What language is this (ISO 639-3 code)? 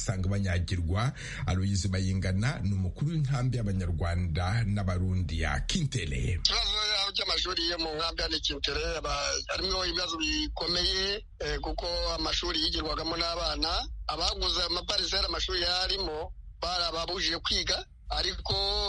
kin